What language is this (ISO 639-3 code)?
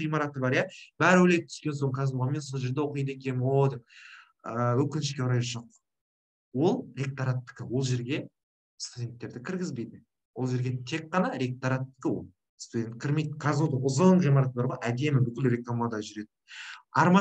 kaz